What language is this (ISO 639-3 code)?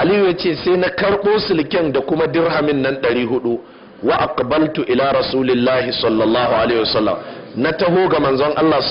hau